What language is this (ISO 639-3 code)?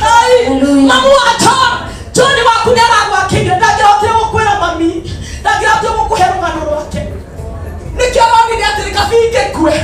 kik